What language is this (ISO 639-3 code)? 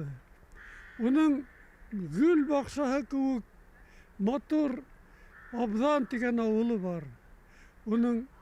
bak